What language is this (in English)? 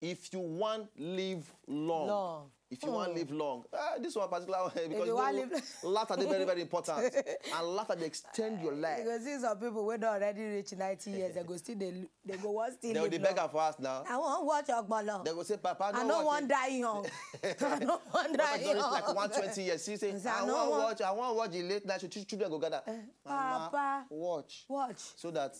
Nigerian Pidgin